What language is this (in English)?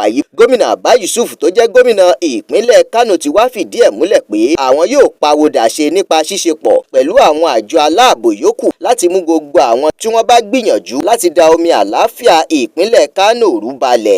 Yoruba